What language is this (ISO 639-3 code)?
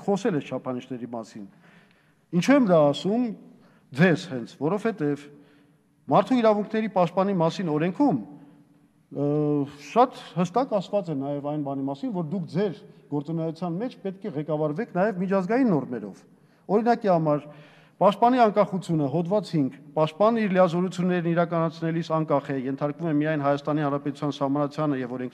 hye